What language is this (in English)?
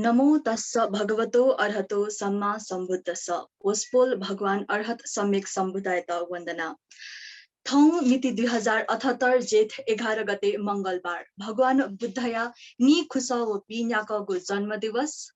Newari